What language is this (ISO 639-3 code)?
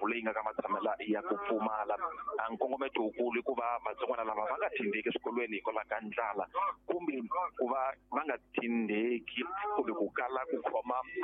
tso